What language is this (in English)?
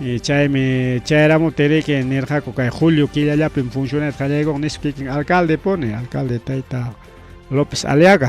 Ayacucho Quechua